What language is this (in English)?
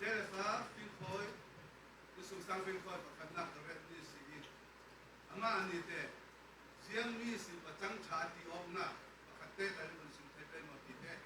Falam Chin